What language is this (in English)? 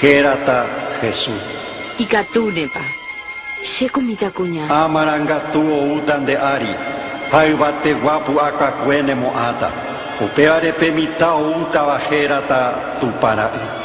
Guarani